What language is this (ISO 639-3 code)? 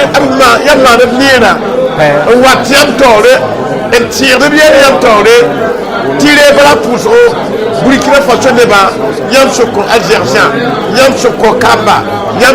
mos